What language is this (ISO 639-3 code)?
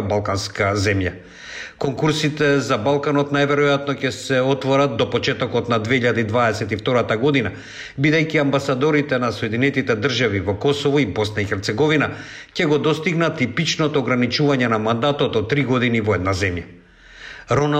mkd